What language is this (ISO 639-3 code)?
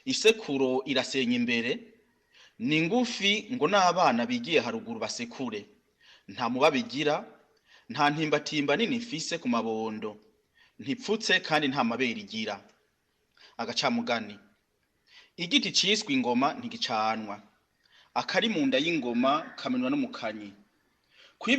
run